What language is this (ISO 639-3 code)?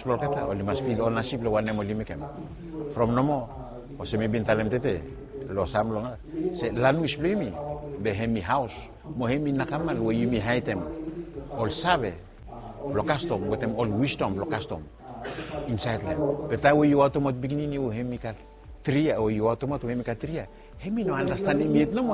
bis